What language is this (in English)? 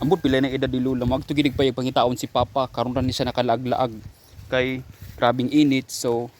Cebuano